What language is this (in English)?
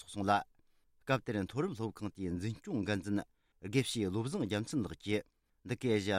Tibetan